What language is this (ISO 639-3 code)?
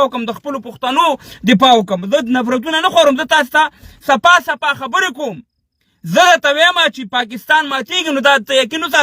pus